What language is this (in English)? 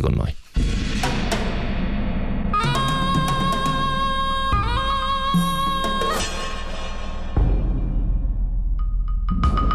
Italian